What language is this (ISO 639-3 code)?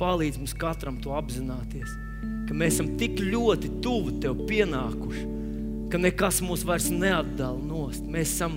lav